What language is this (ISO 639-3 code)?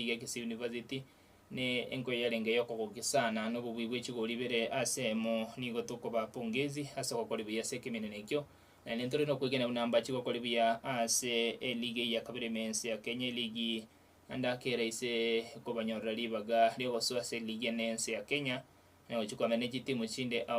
guz